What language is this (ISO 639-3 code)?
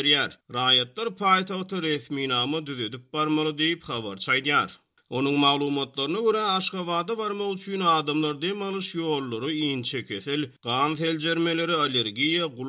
tuk